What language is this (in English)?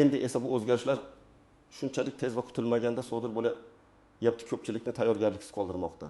Uzbek